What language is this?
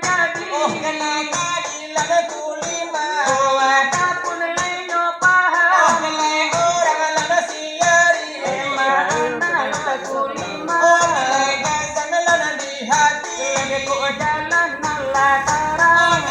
Minangkabau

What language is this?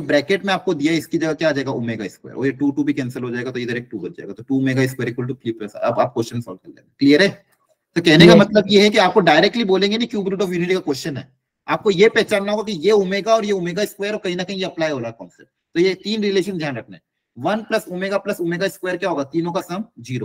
Hindi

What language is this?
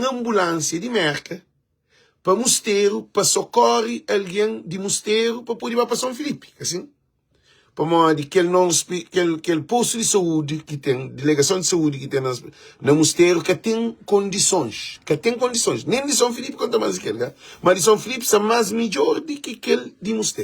Kabuverdianu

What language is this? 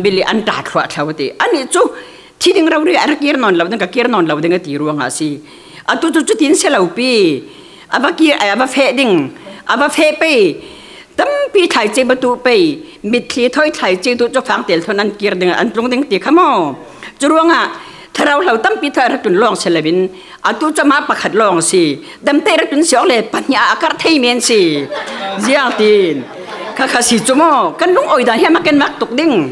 Falam Chin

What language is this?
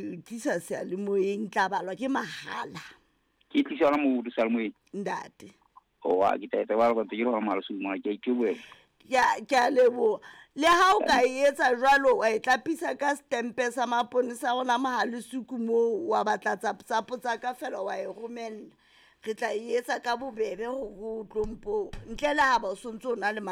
Southern Sotho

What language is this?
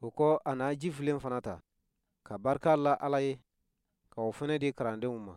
Bambara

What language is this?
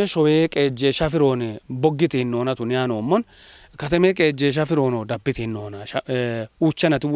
Kafa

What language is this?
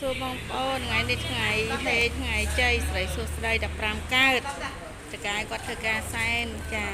Khmer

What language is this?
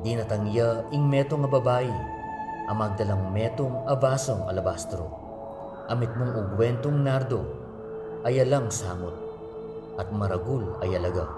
Pampanga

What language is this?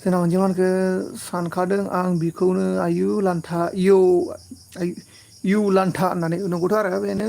Bodo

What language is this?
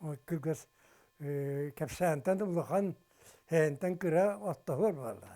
Yakut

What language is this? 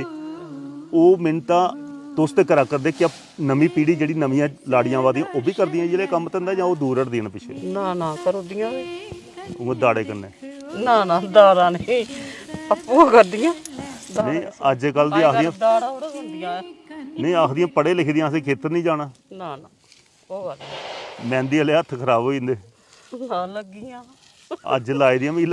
Dogri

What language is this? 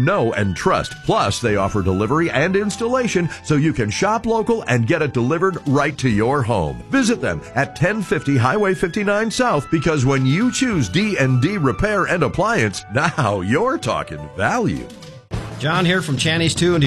English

